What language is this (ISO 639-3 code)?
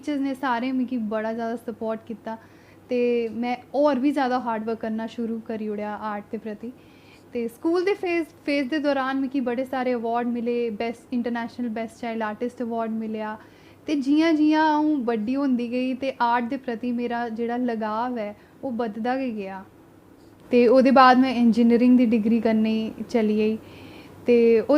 doi